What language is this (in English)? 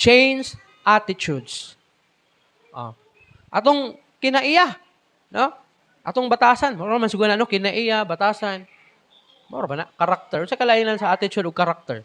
Cebuano